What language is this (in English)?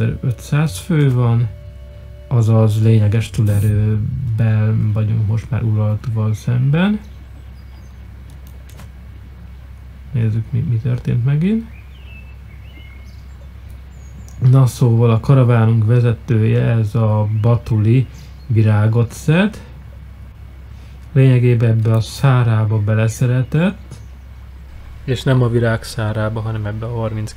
Hungarian